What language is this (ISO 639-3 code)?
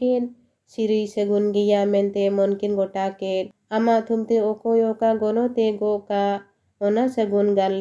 sat